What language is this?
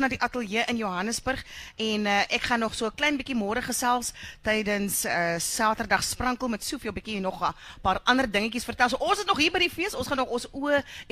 Afrikaans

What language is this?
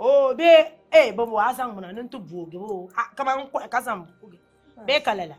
Dagbani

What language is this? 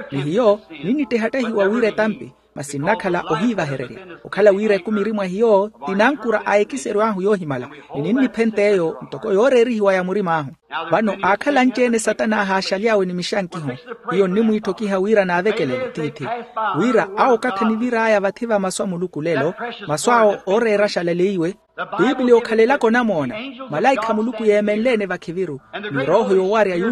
Makhuwa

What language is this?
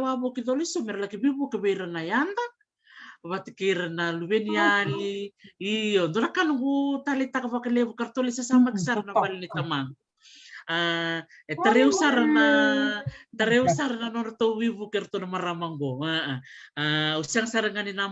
Fijian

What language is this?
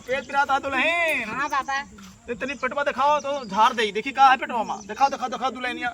Awadhi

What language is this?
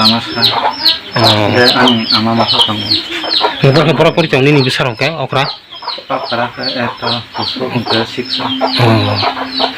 Kok Borok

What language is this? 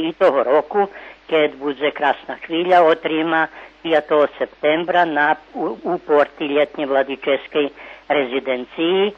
Rusyn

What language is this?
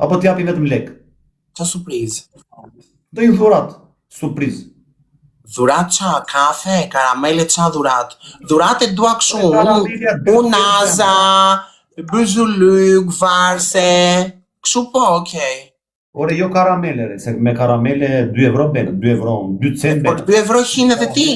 Albanian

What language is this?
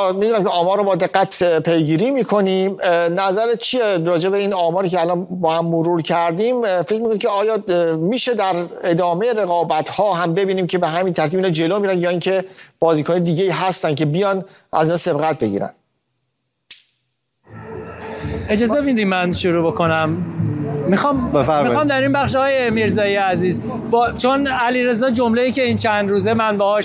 Persian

